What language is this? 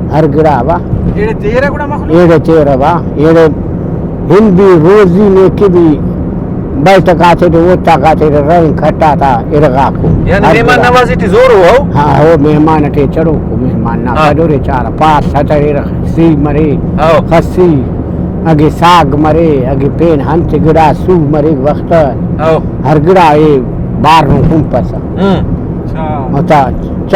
Brahui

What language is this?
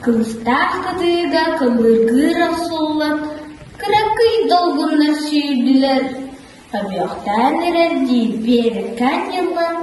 Yakut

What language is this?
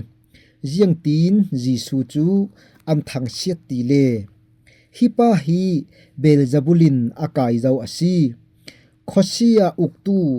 Falam Chin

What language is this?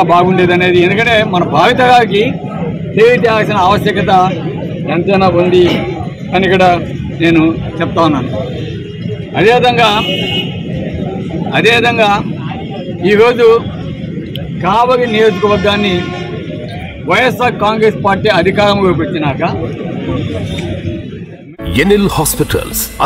Telugu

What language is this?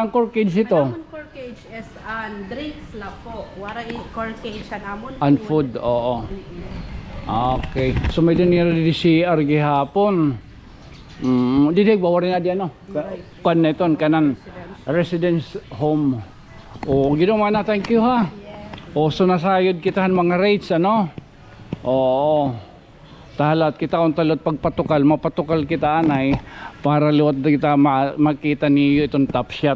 Waray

